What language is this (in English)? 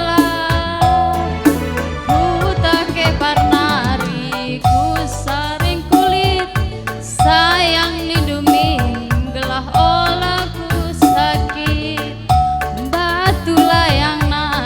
Batak Karo